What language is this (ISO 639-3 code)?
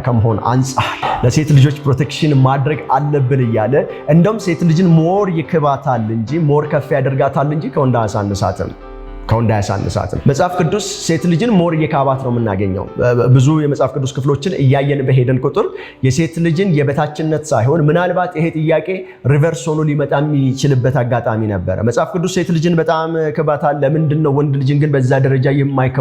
amh